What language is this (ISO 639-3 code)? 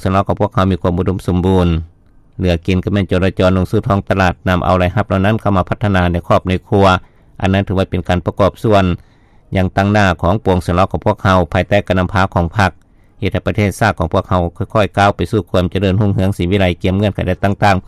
lao